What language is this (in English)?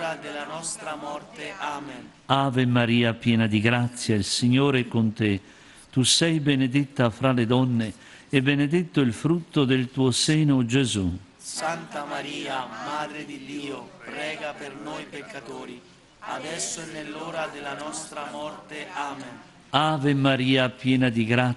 Italian